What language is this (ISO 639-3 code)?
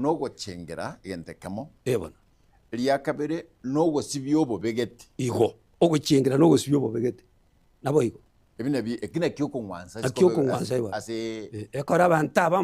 guz